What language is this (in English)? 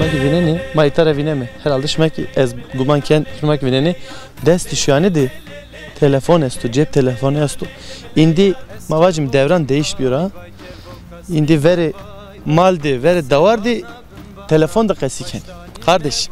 Zaza